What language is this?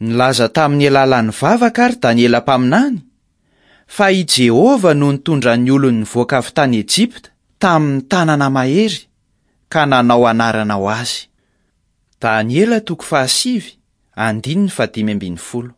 Malagasy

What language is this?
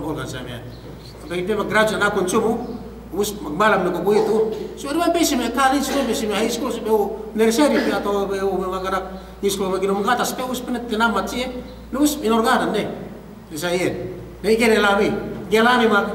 Yakan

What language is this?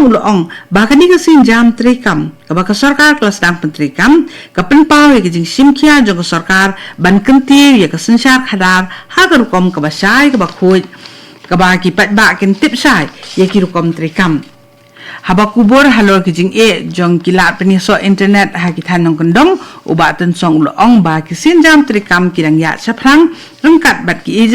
Khasi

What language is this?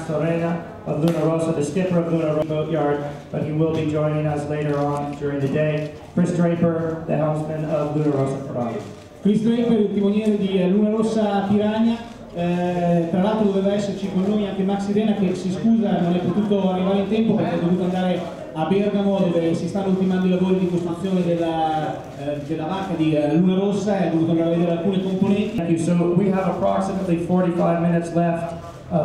Italian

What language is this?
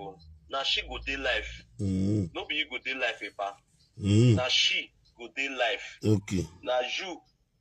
Nigerian Pidgin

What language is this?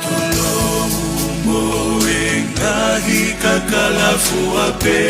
Tongan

